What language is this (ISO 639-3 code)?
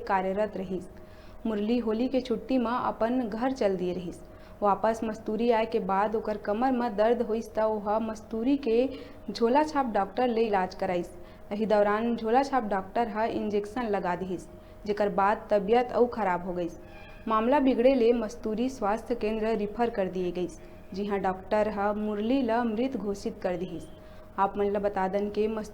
hne